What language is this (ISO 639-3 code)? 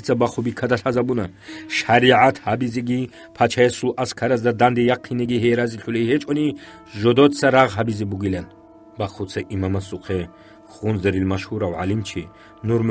ava